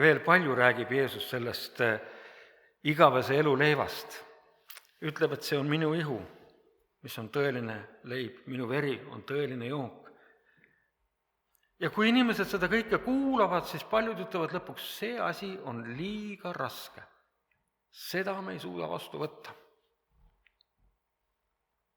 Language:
Estonian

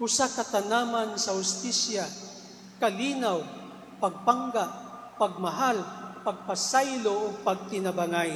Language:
Cebuano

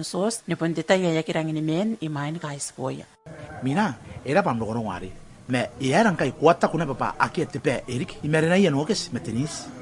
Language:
Gilbertese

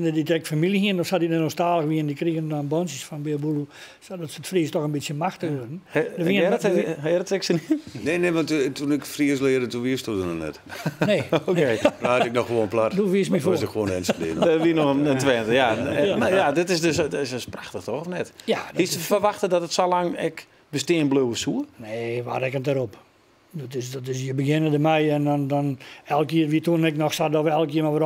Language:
Western Frisian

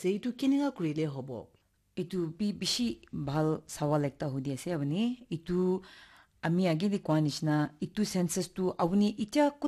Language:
Naga Pidgin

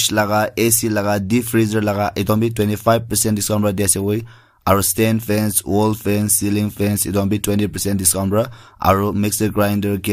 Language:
Naga Pidgin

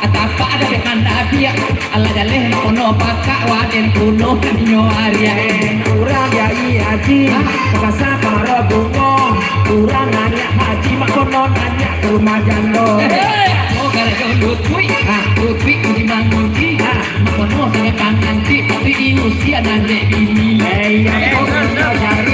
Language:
Minangkabau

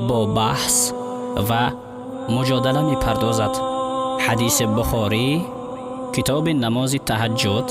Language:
Tajik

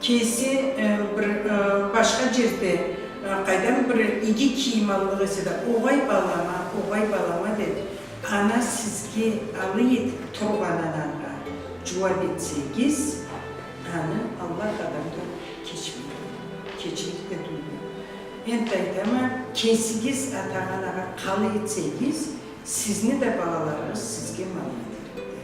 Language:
Karachay-Balkar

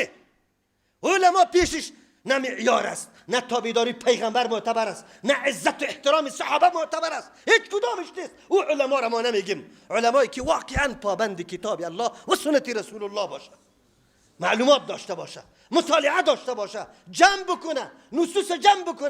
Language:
Persian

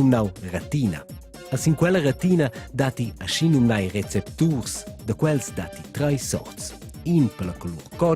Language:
Romansh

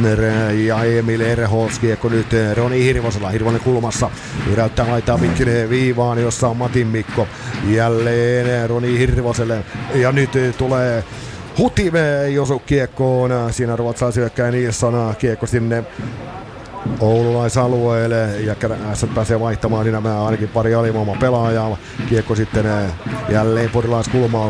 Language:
Finnish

